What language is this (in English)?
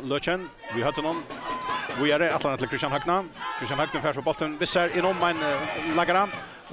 Faroese